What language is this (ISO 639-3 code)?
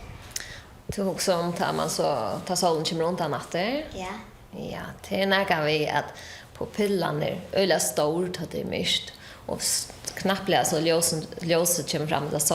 fao